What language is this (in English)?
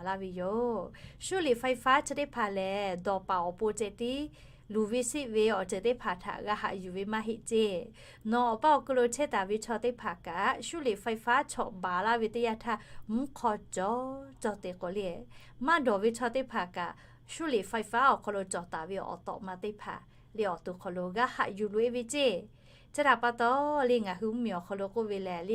Lahu